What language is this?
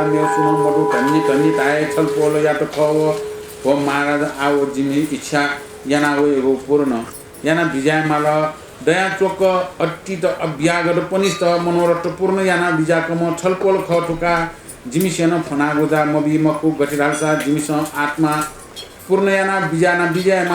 Newari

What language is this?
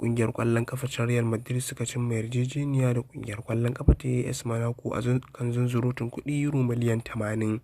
Hausa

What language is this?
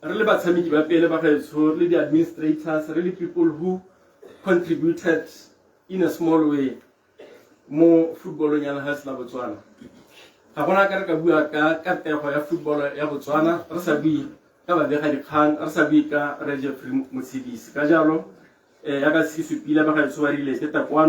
Tswana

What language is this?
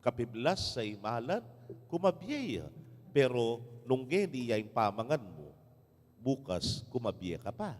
Pampanga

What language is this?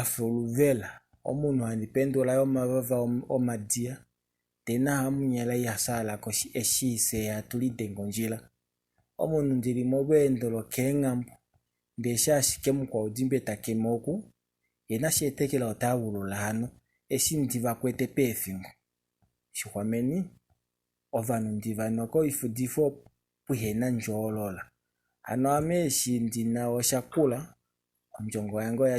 Kuanyama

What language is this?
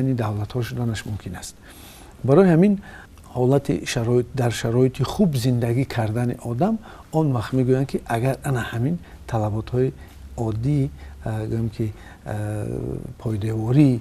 Tajik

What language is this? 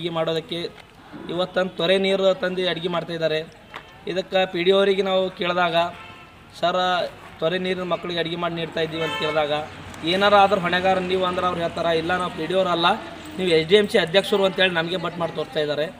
Kannada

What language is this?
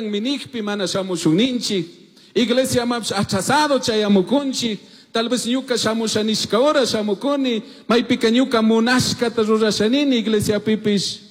Chimborazo Highland Quichua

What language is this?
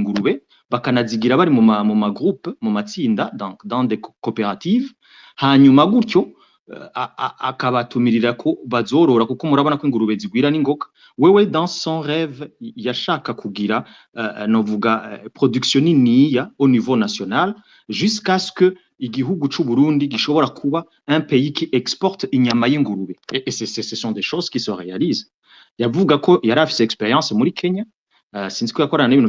Rundi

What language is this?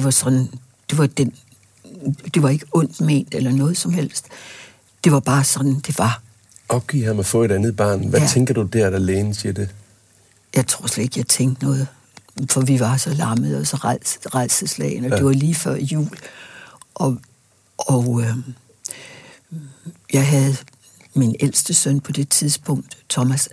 Danish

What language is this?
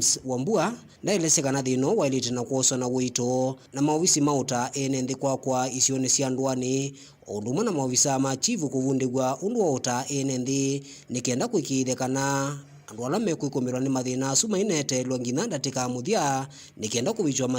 Kamba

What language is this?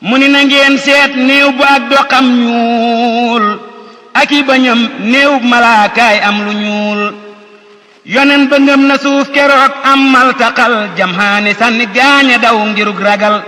Wolof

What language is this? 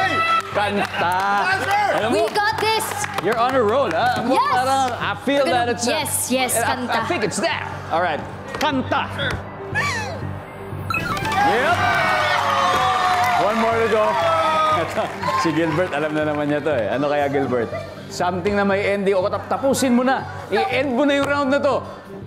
Filipino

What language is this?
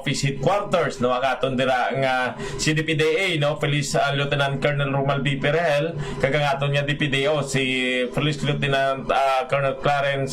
Hiligaynon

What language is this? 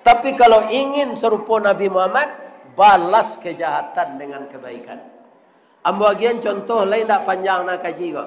Minangkabau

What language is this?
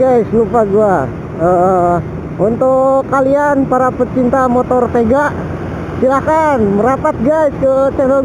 Betawi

